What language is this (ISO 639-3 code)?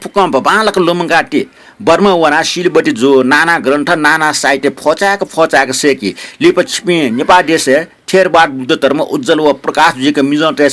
new